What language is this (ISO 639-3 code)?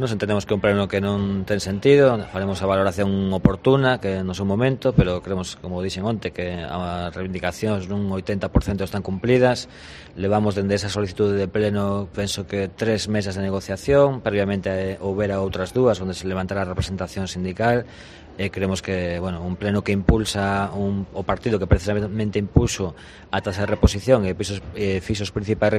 glg